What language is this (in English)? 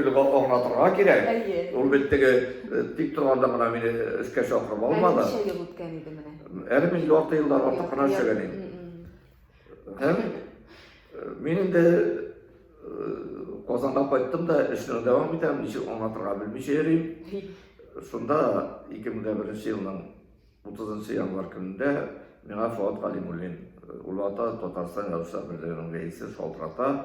Tatar